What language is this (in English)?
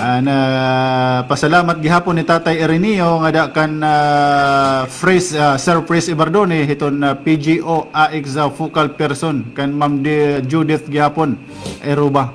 Waray